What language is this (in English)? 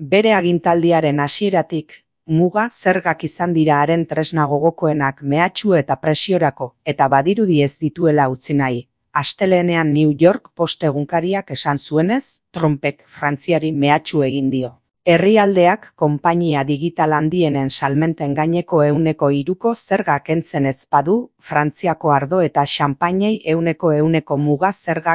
Basque